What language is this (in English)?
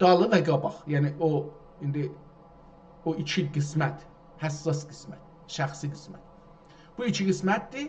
South Azerbaijani